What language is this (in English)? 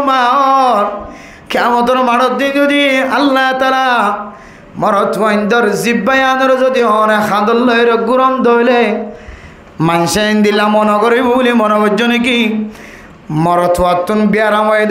Rohingya